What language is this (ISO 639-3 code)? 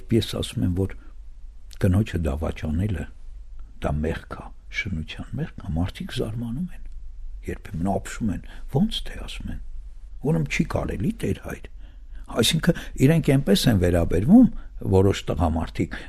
hye